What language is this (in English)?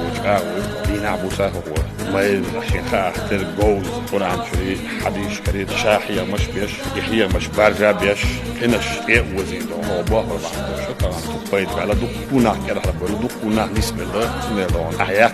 Chechen